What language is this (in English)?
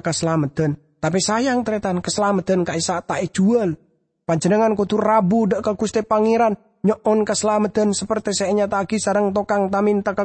Madurese